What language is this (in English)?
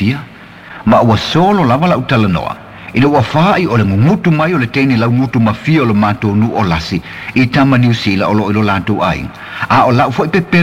Samoan